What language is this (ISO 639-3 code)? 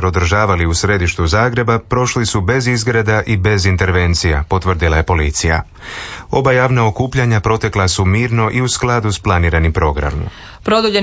hrv